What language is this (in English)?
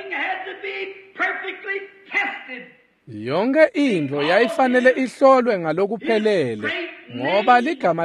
Swati